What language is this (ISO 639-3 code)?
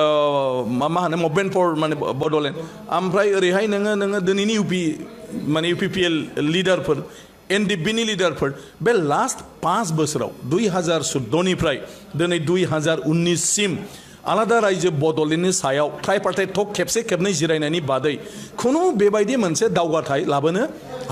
brx